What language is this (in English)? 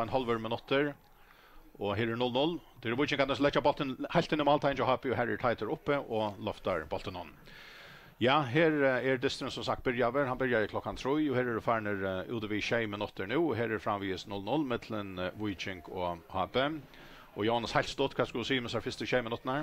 Faroese